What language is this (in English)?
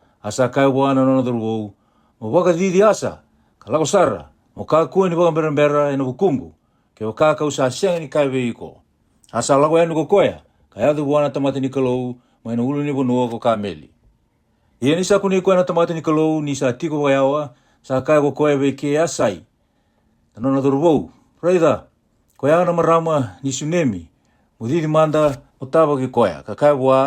Fijian